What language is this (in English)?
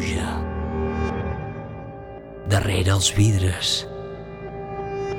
Catalan